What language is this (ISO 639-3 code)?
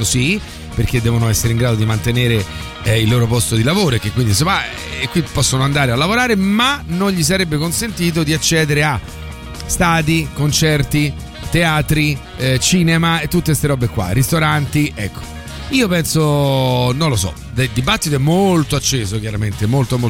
ita